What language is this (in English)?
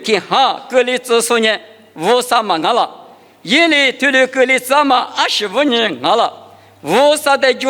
Lisu